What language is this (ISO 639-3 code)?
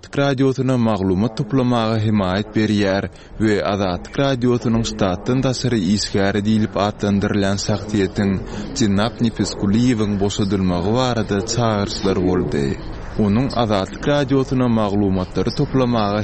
tuk